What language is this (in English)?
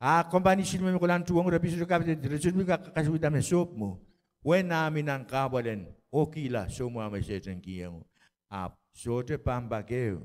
Pohnpeian